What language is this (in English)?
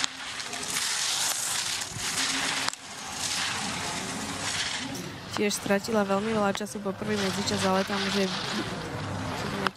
Slovak